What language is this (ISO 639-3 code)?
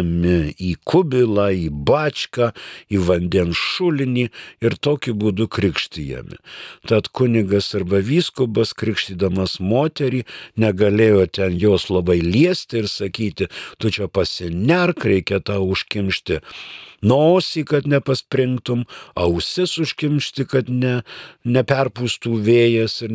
lit